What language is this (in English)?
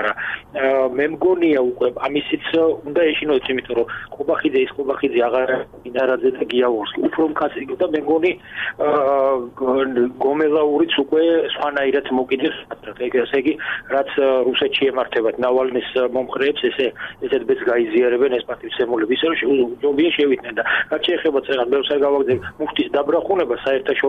Georgian